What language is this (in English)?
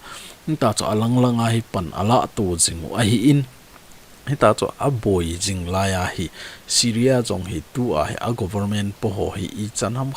Thado Chin